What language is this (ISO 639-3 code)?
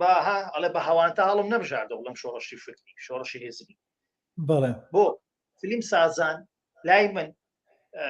ckb